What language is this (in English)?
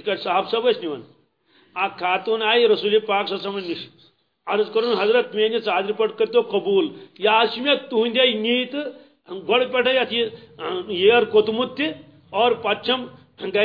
Kashmiri